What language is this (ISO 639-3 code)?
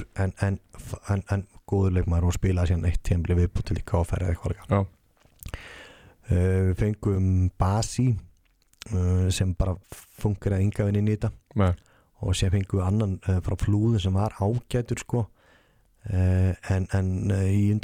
isl